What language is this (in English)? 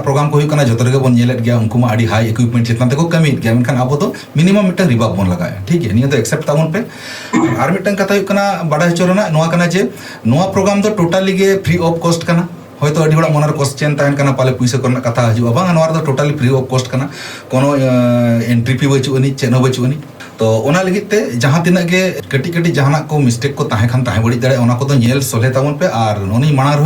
Santali